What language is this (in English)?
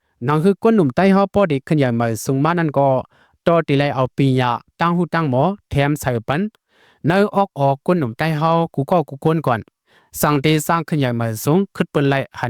Shan